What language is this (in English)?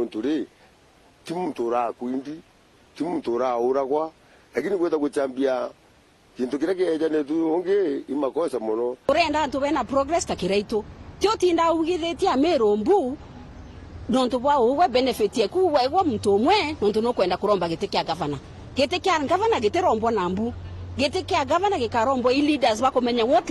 Meru